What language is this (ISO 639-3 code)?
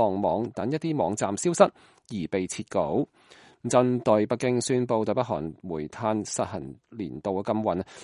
yue